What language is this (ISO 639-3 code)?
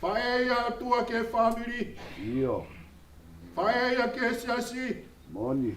ton